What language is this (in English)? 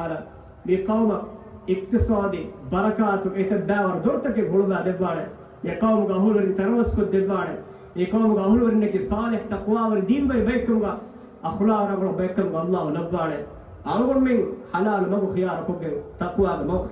Divehi